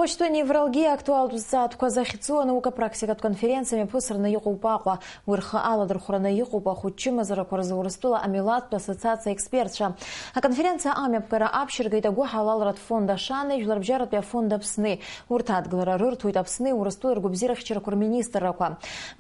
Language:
Abkhazian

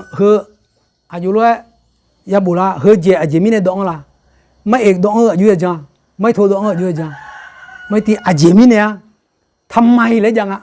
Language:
Akha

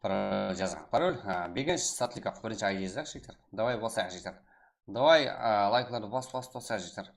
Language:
Kara-Kalpak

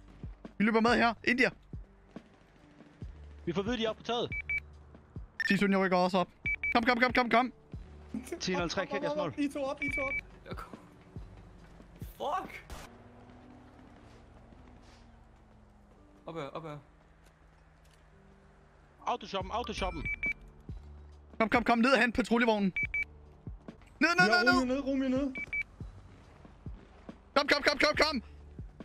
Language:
Danish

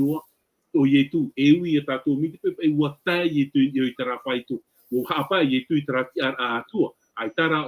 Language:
Tahitian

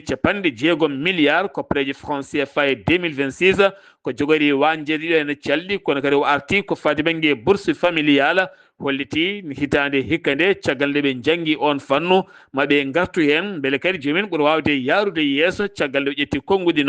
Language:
Fula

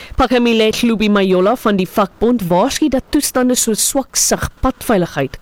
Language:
Afrikaans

